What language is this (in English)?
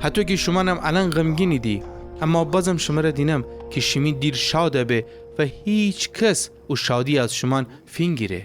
Gilaki